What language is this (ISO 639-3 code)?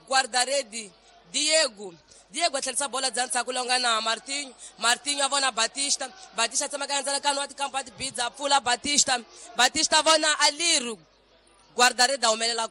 tso